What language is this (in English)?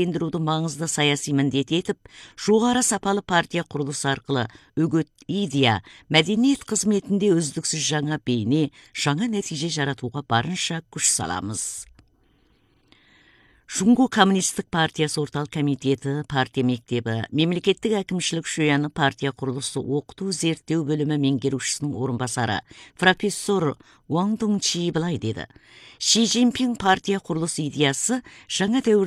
Kazakh